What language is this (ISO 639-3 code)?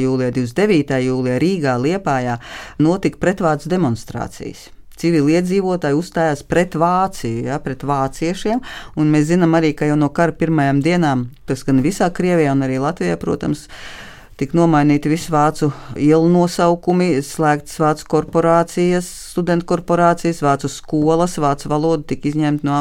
lav